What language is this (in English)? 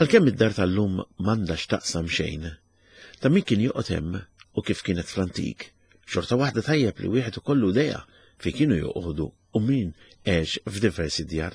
Maltese